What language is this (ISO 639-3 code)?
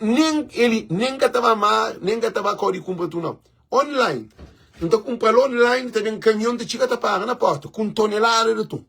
kea